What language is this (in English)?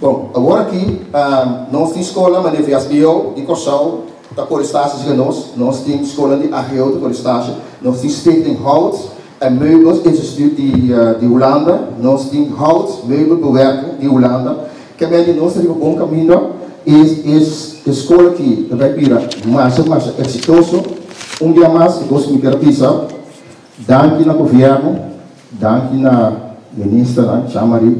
Papiamento